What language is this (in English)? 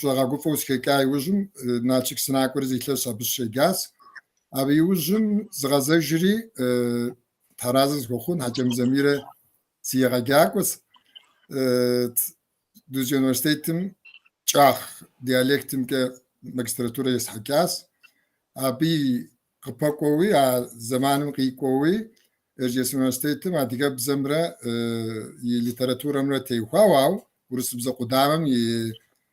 Kabardian